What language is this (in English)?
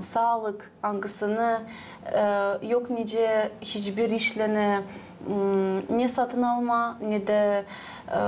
Gagauz